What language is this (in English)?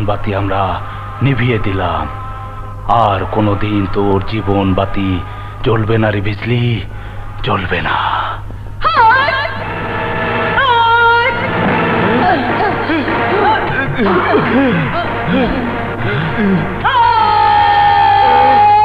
Bangla